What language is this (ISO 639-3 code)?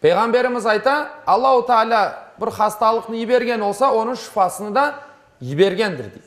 crh